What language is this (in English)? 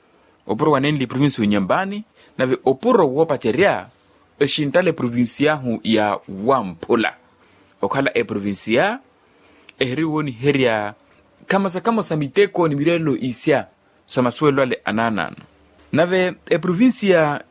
Makhuwa